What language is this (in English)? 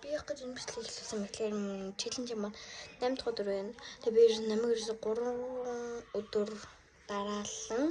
Mongolian